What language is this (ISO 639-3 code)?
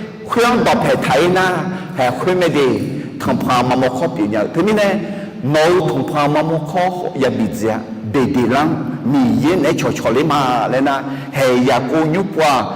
ahk